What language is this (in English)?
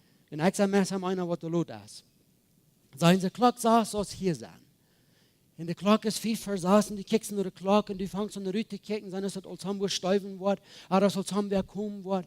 Plautdietsch